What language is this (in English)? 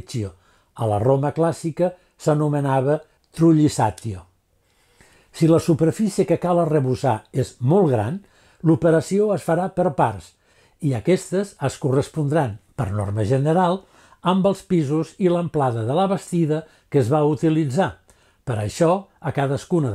Catalan